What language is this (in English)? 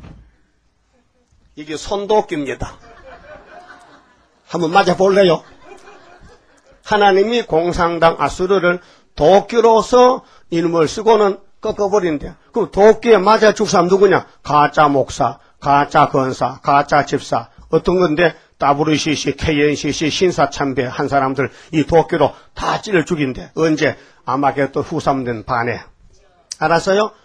Korean